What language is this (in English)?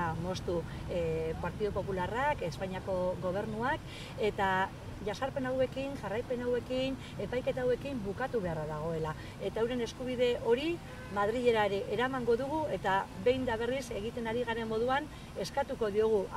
Basque